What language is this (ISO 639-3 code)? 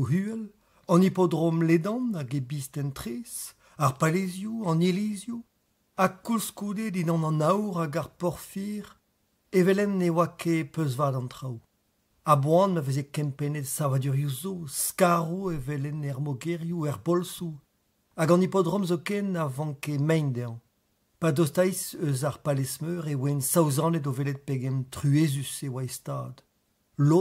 bre